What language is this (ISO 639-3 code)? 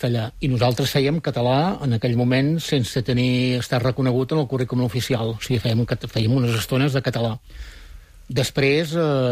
cat